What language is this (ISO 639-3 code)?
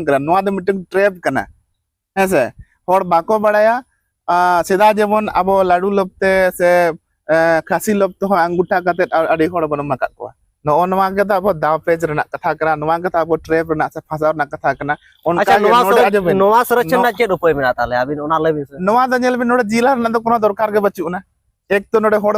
sat